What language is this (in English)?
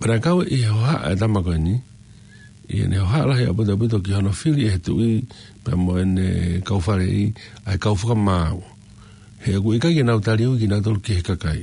Tongan